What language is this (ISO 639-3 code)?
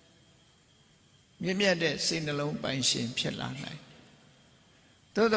mya